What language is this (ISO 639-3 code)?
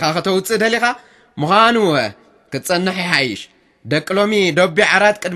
tir